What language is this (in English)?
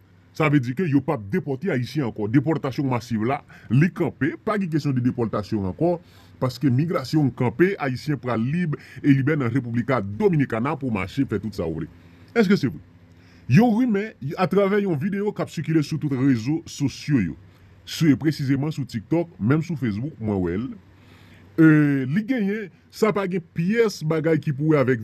Haitian Creole